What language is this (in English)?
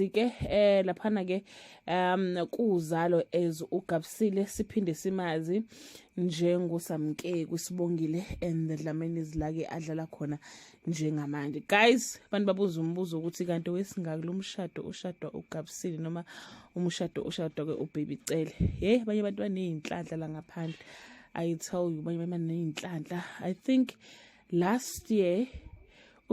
Zulu